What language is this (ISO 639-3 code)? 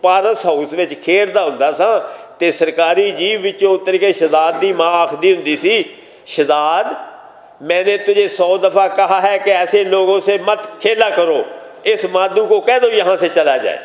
lah